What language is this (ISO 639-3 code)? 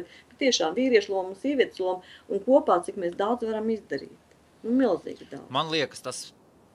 lav